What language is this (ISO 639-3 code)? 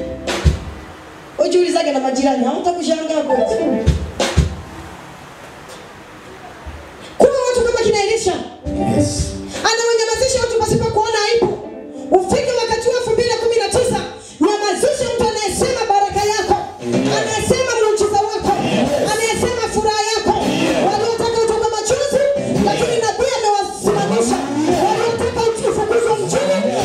swa